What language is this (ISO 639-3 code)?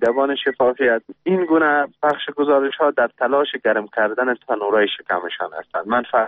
fas